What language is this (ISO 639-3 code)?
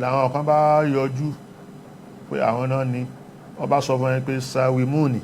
yor